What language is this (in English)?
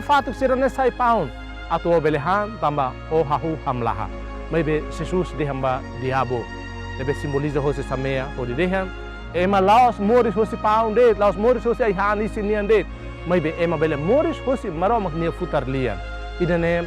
Tetum